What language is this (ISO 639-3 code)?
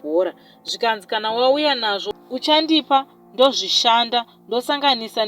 sna